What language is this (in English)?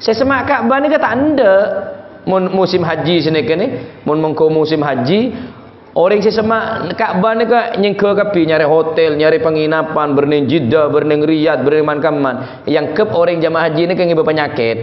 Madurese